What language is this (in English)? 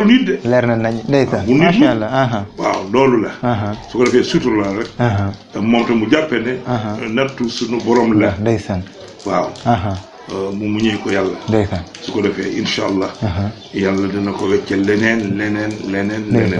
Wolof